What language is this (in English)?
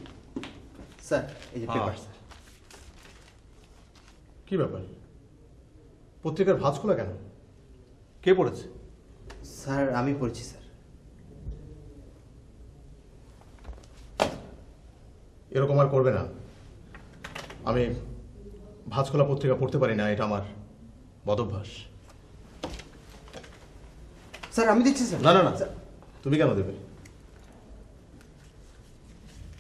Bangla